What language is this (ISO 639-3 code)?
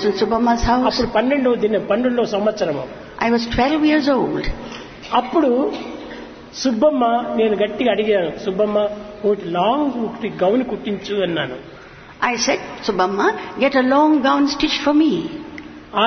tel